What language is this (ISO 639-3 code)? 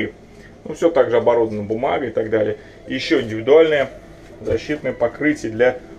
rus